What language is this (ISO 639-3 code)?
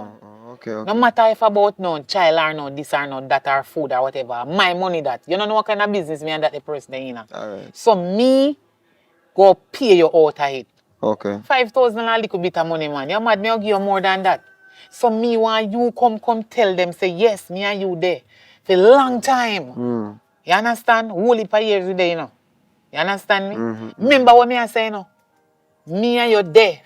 jam